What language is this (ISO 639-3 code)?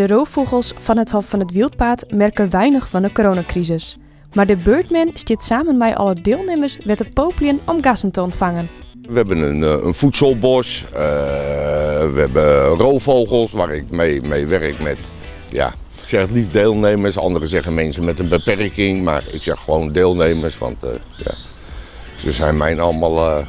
fry